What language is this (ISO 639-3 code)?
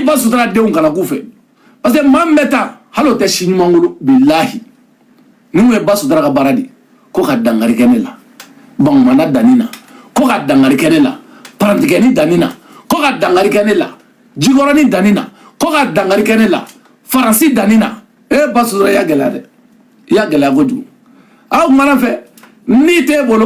bam